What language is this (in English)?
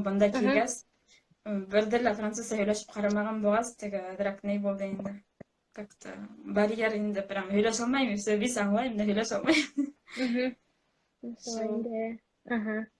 Bashkir